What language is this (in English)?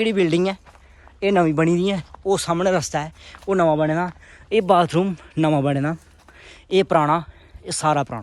Dogri